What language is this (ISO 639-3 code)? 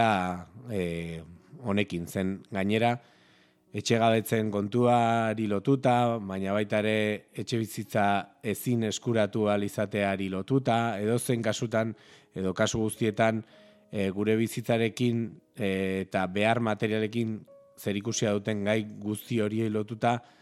eus